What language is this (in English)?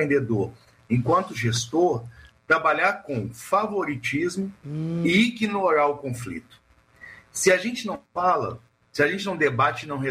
Portuguese